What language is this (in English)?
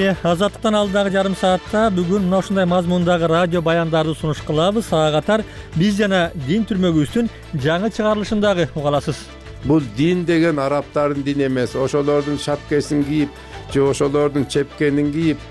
Kyrgyz